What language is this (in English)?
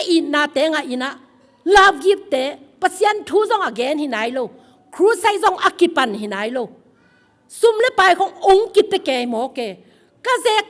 Tedim Chin